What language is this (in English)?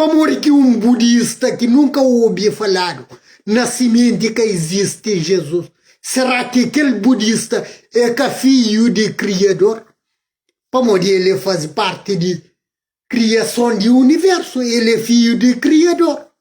Kabuverdianu